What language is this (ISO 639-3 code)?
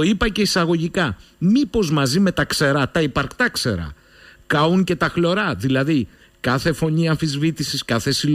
ell